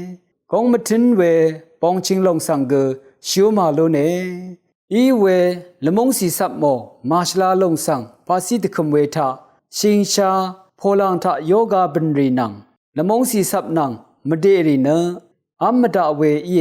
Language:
Rawang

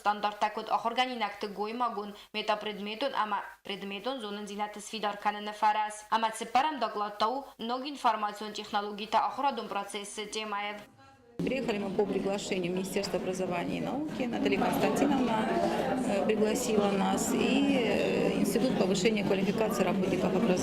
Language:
Ossetic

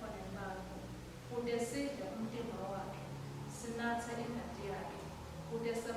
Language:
Swati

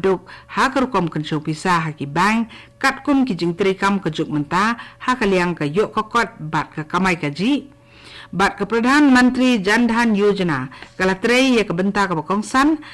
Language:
Khasi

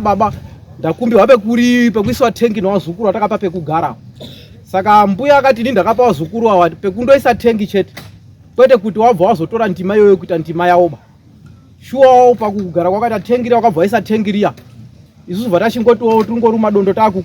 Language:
Shona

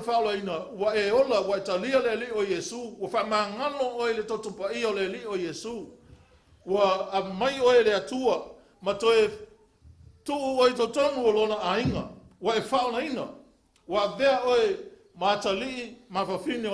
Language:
Samoan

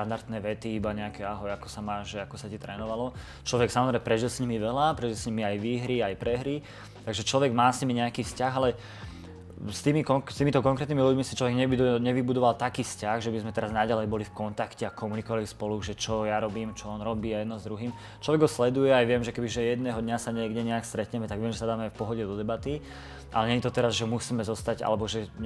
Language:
Slovak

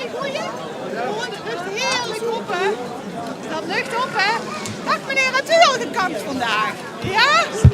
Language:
Limburgish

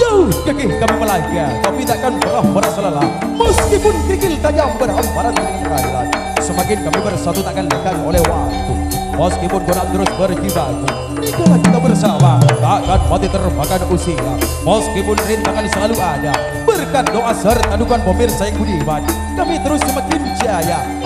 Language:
Indonesian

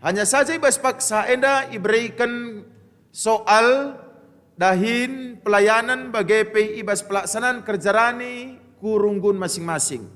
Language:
Batak Karo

